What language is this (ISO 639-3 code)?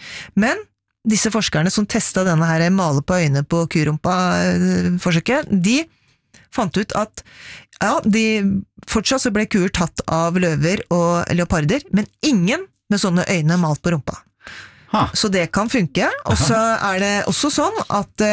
nor